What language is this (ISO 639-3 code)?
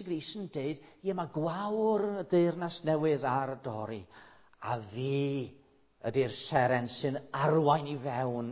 cym